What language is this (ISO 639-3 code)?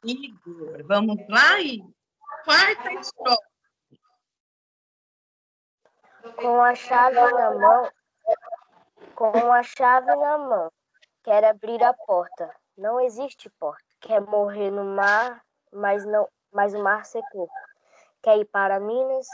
por